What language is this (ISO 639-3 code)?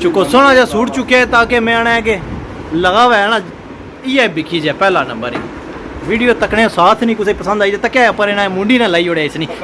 phr